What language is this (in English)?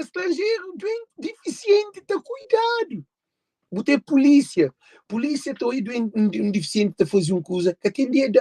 Kabuverdianu